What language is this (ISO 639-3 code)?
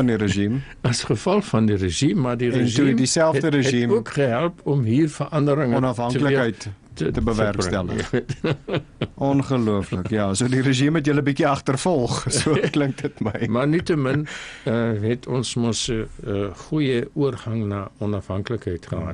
afr